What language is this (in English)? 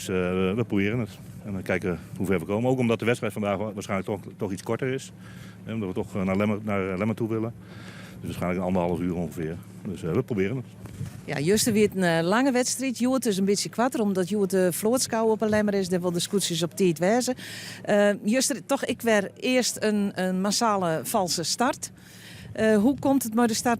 Western Frisian